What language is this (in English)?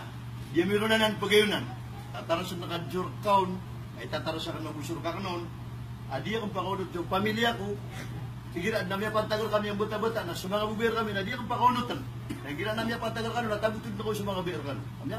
Maranao